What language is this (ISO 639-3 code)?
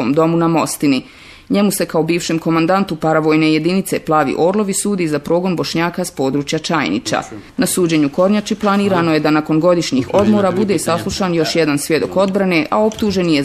bos